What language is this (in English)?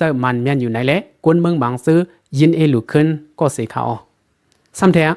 Shan